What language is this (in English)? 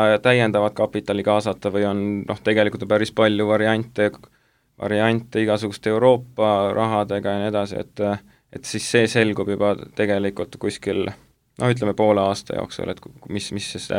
Estonian